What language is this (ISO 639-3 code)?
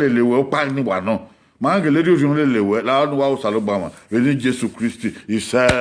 bin